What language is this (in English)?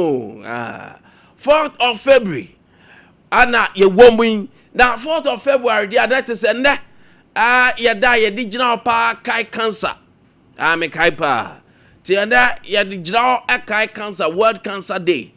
Akan